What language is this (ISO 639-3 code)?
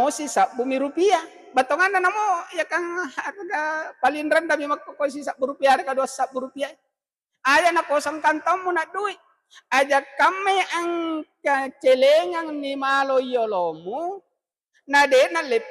bug